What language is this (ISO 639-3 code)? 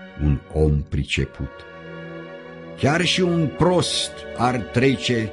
ron